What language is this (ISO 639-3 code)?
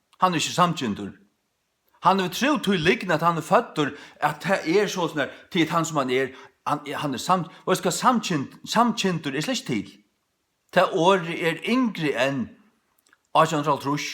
fao